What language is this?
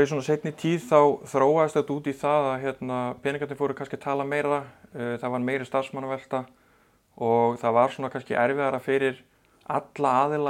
Icelandic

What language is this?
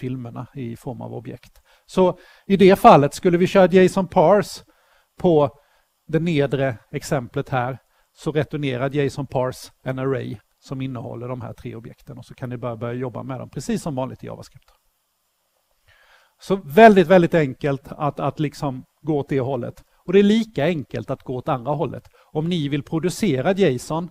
Swedish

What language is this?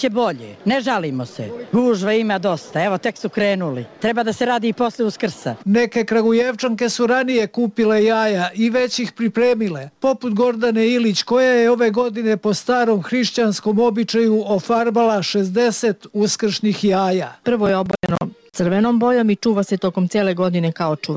Serbian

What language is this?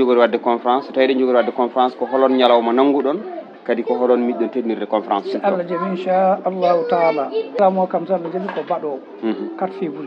Fula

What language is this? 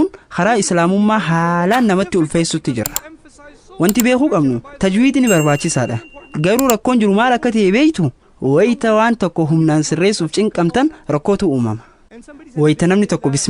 Oromo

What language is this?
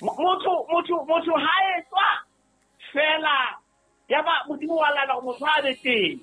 Southern Sotho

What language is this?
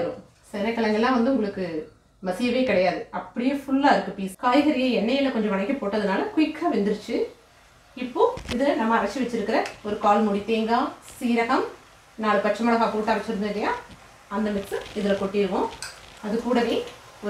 Tamil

